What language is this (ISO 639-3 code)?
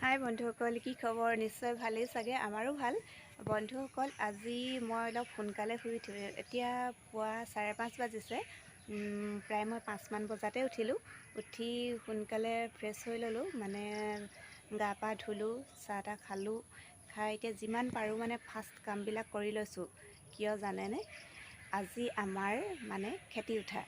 asm